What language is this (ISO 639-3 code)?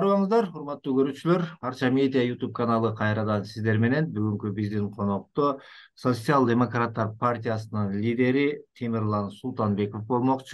kir